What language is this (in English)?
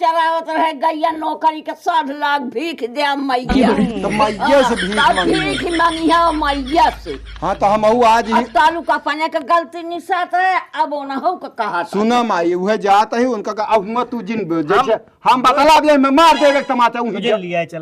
Awadhi